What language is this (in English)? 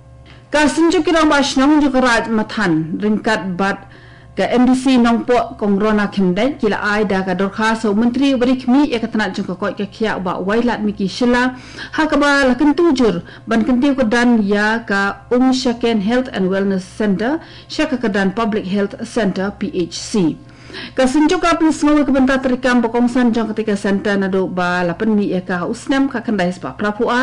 Khasi